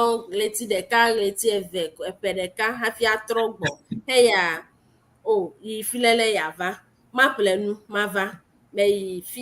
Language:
Ewe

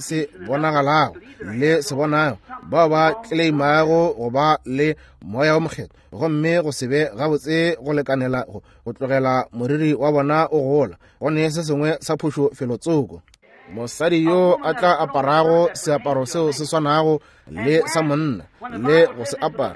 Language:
Northern Sotho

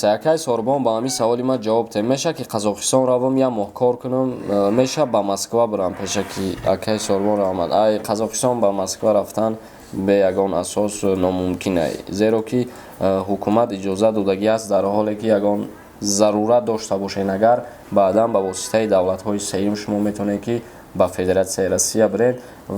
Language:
Tajik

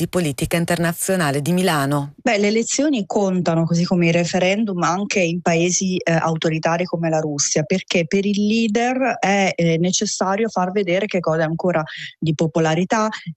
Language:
Italian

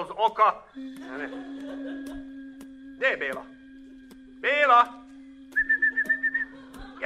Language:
Slovak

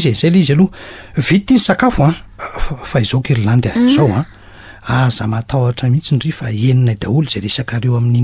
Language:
Malagasy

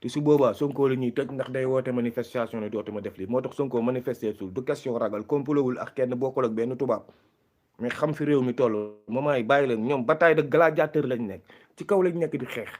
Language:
Wolof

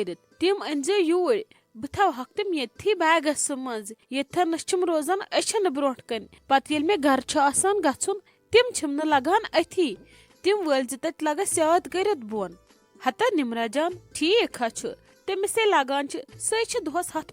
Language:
Kashmiri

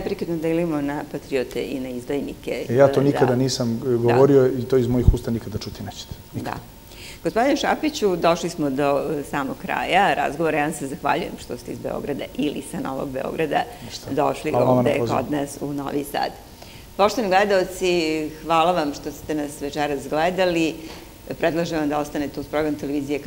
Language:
Serbian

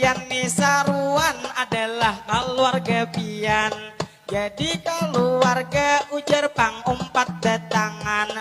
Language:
Banjar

